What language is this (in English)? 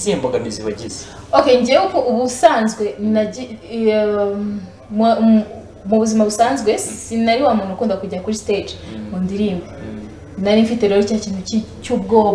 Kinyarwanda